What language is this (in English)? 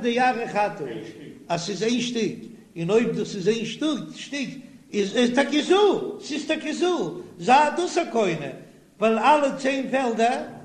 Yiddish